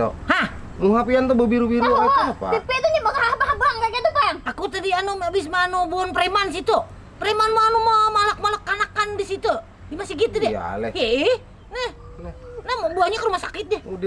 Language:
Banjar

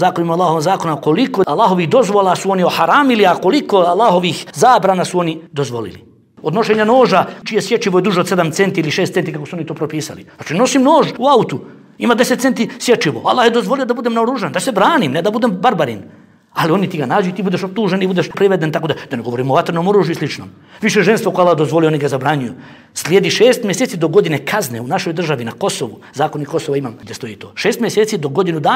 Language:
Bosnian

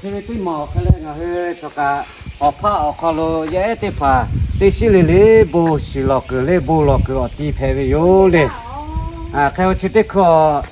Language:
Lahu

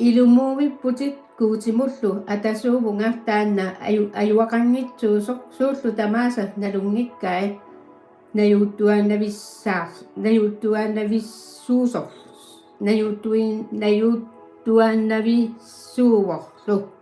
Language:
Kalaallisut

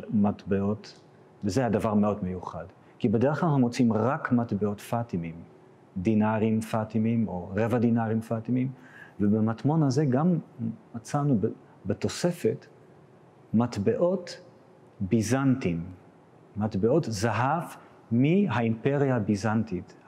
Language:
Hebrew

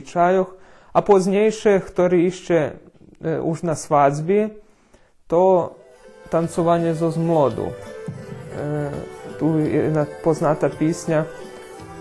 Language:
Rusyn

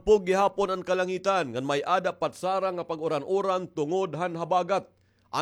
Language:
Waray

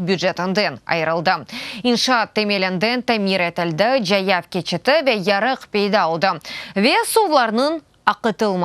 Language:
Crimean Tatar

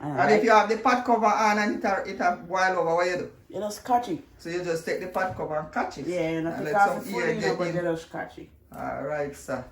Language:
Jamaican Creole English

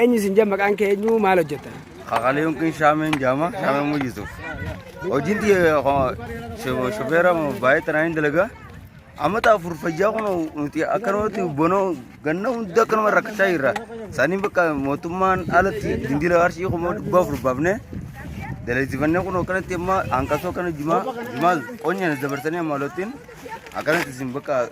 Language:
Oromo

